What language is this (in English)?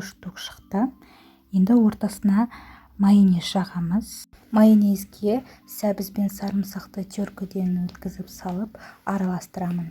Kazakh